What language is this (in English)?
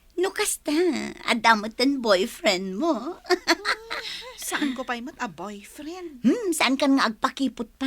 Iloko